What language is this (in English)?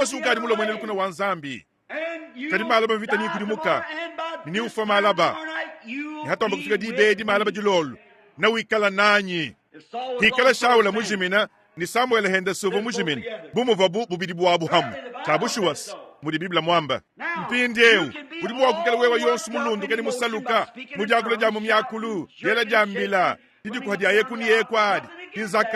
Luba-Lulua